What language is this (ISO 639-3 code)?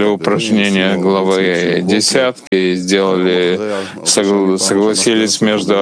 rus